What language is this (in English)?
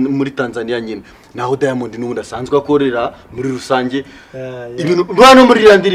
Kinyarwanda